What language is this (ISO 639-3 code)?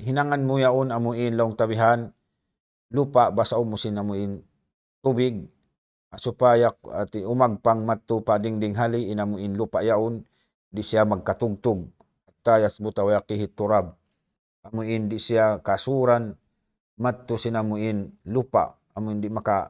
tsg